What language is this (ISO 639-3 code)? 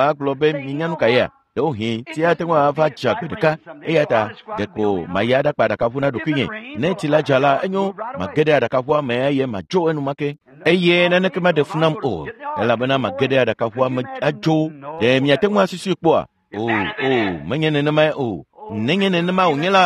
ewe